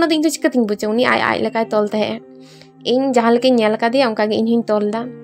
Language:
Santali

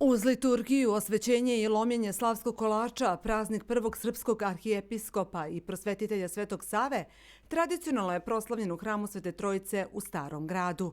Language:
Bosnian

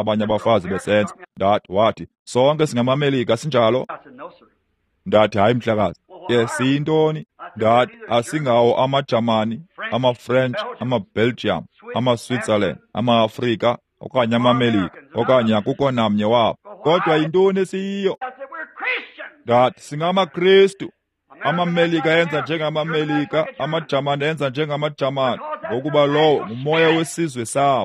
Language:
Xhosa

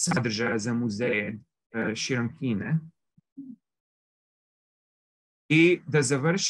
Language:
Croatian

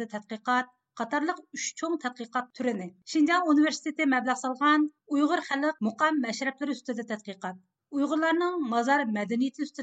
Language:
Uyghur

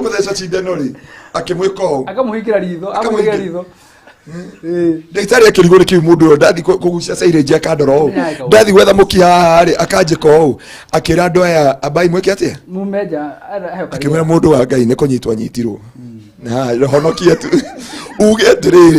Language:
Kikuyu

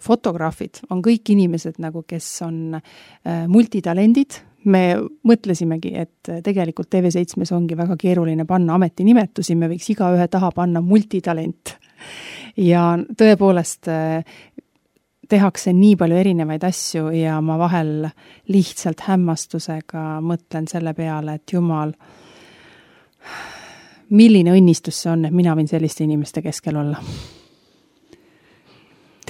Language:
Estonian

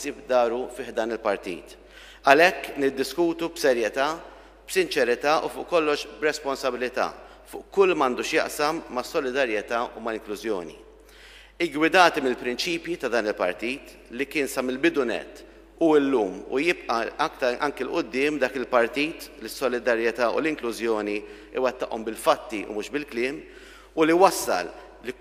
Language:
Maltese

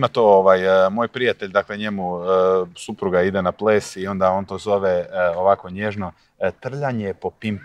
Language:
Croatian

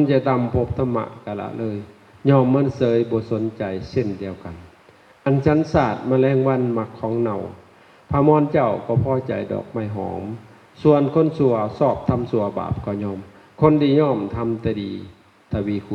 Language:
Lao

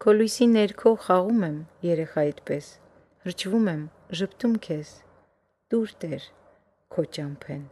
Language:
Armenian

